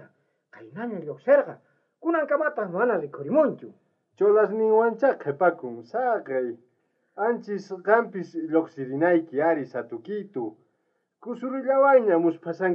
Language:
South Bolivian Quechua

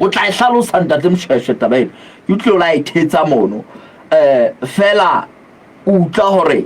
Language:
Southern Sotho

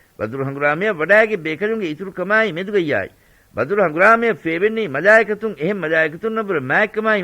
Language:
Divehi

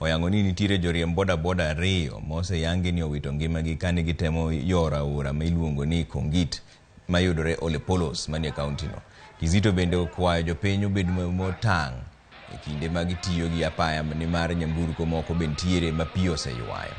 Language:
Luo (Kenya and Tanzania)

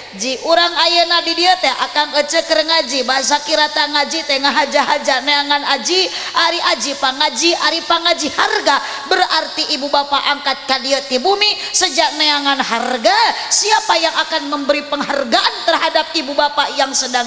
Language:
Sundanese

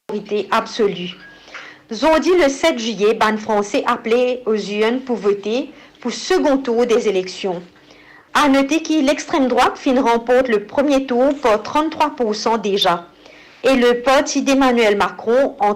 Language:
Morisyen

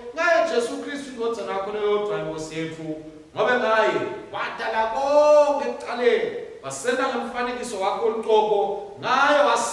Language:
Swati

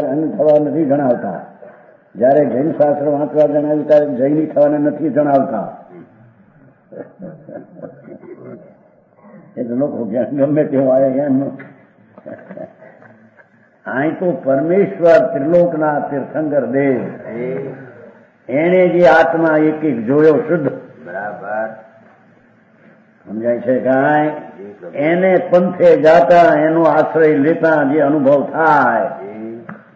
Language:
Gujarati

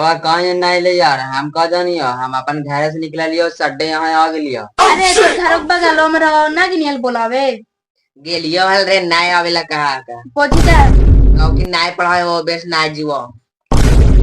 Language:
Magahi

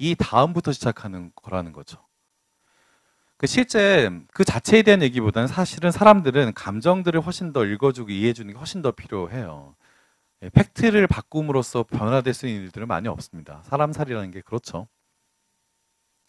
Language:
Korean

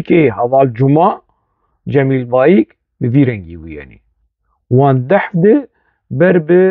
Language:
Kurdish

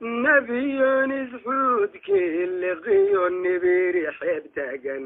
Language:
Somali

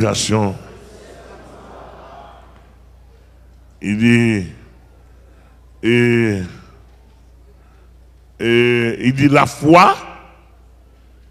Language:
French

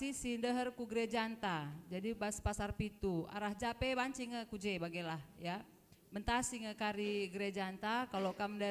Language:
Batak Karo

